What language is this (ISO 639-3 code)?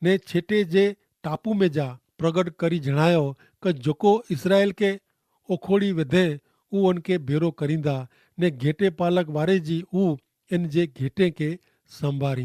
kfr